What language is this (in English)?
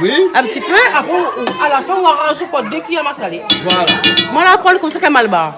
Réunion Creole French